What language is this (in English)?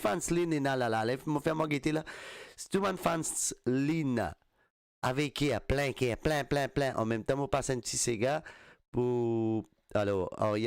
Morisyen